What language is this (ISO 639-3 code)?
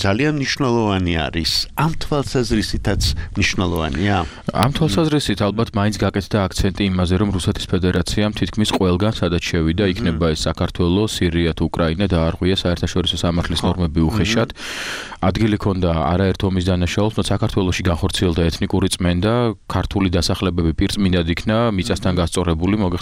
kat